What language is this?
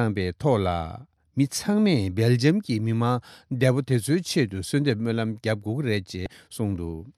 Tibetan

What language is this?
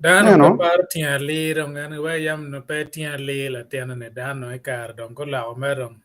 Acoli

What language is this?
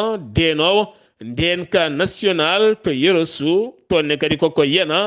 Fula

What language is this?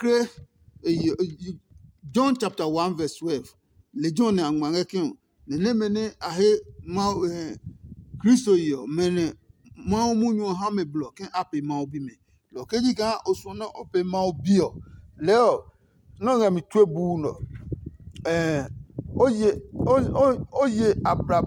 Adangme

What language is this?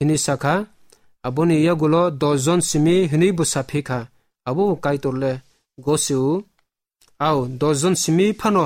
Kok Borok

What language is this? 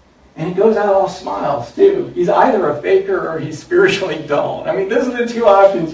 English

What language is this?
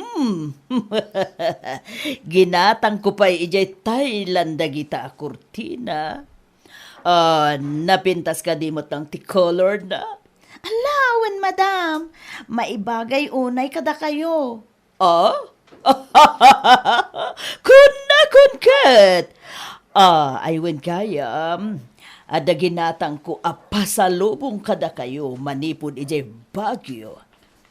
Iloko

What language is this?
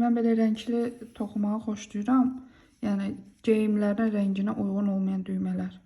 Azerbaijani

